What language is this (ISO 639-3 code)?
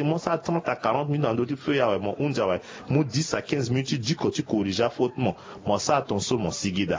sag